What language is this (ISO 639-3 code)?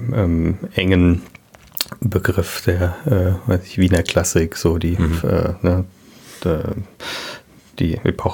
deu